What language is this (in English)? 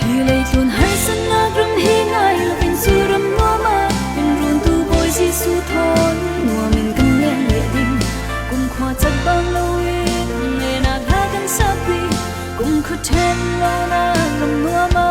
Falam Chin